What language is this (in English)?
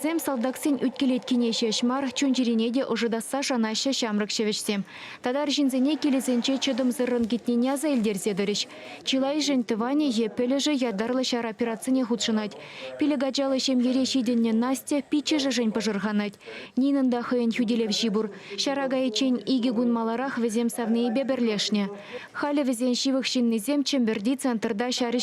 Chuvash